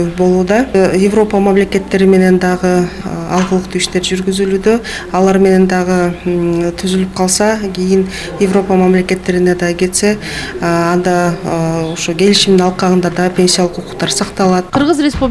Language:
Kyrgyz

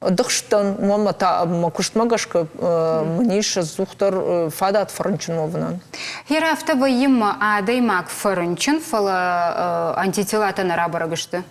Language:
Ossetic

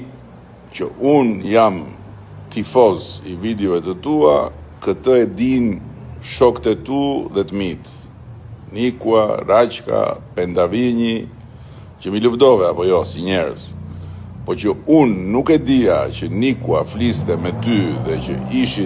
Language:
Albanian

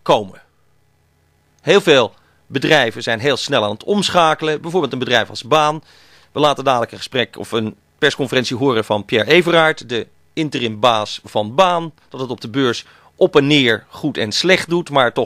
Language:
Dutch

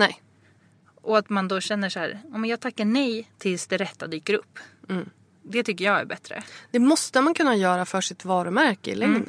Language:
Swedish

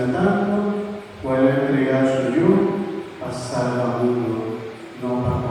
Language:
Papiamento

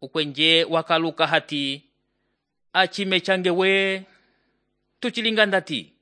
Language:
Umbundu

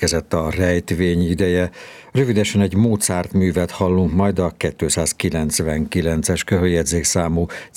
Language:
Hungarian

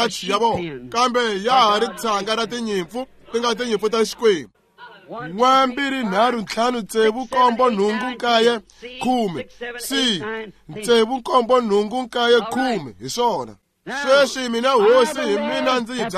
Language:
Tsonga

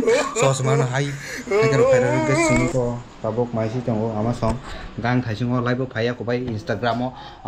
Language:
Kok Borok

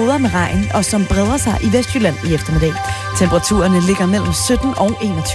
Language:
Danish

